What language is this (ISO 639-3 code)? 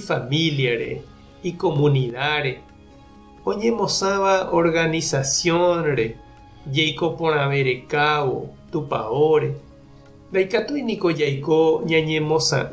grn